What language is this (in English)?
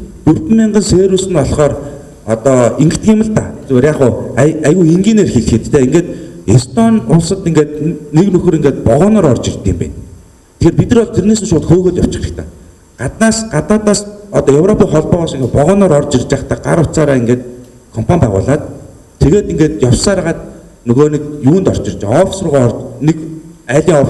Mongolian